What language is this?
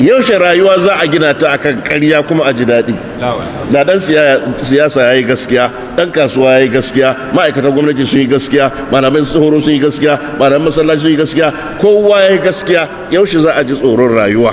Hausa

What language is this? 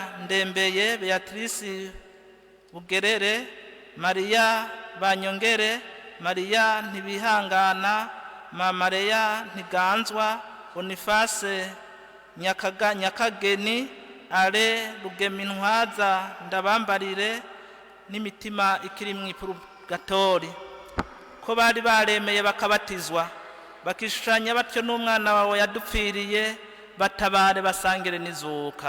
Rundi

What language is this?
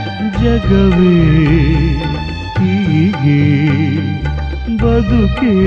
Kannada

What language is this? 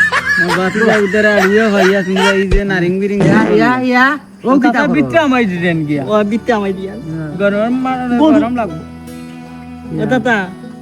Sylheti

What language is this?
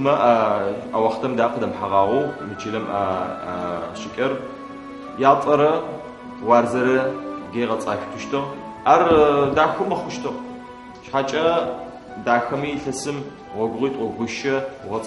Adyghe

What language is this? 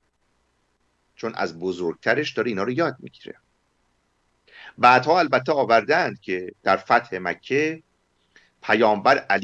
Persian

